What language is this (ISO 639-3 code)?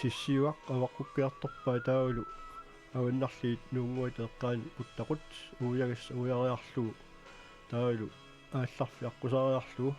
kal